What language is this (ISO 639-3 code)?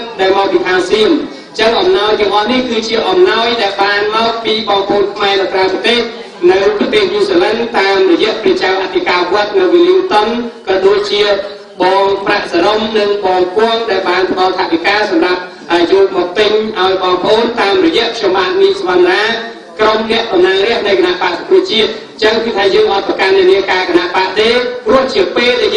khm